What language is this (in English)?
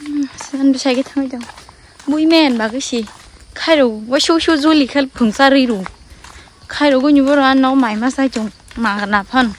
Kok Borok